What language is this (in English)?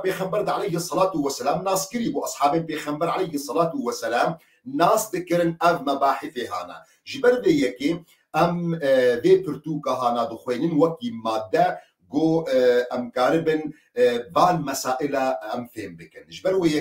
Kurdish